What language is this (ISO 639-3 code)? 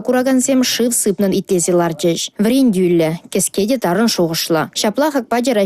chv